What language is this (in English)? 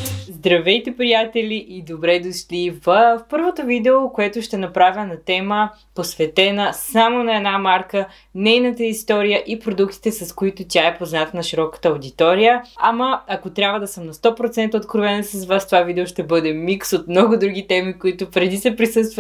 Bulgarian